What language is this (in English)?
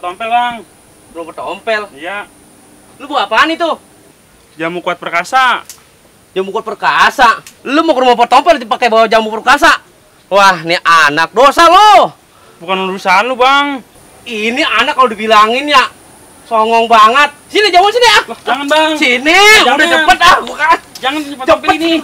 Betawi